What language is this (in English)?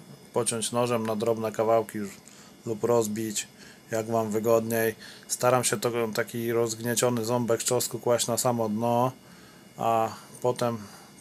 Polish